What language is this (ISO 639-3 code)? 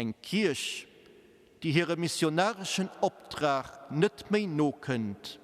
ltz